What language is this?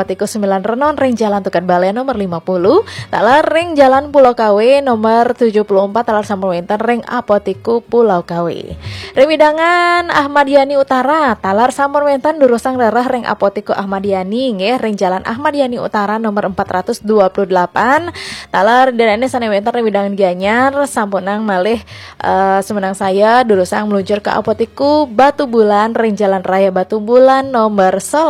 Balinese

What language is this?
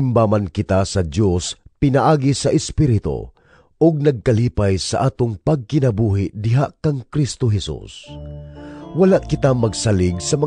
Cebuano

